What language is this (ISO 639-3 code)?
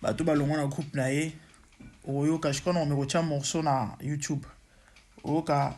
lin